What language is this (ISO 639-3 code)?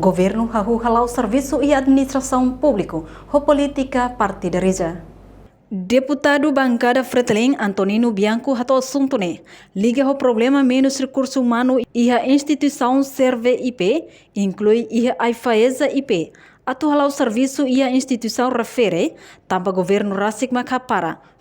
tet